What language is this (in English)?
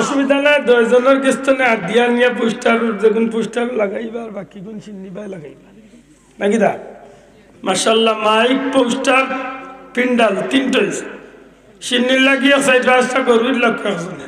Sylheti